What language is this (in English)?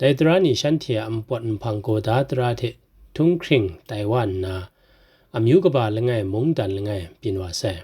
Kachin